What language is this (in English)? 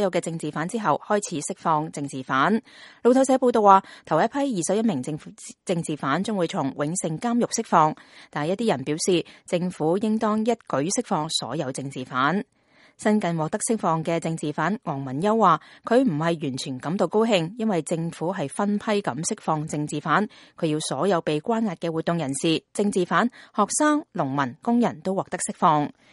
Cantonese